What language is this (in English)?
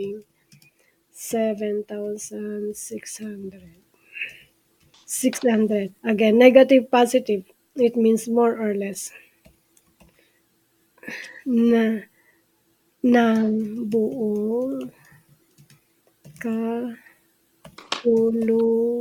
Filipino